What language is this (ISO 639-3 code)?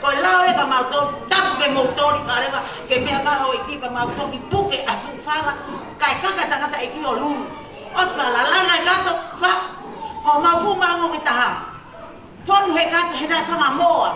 ton